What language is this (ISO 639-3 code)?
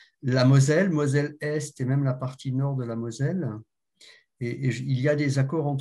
fra